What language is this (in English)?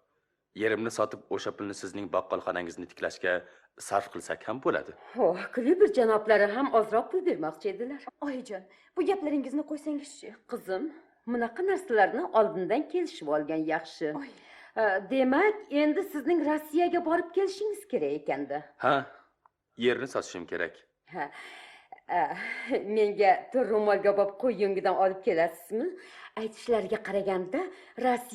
Uzbek